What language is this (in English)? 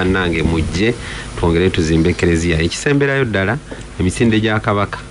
Ganda